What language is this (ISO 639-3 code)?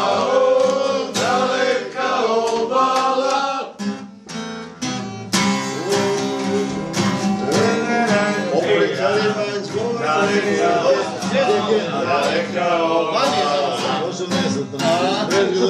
hrv